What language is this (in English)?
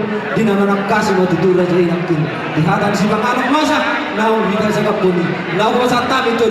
Batak Toba